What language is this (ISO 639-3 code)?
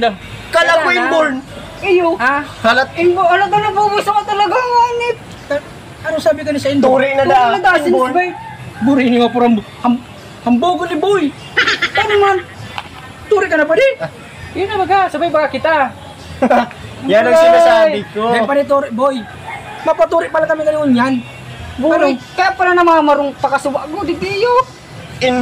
bik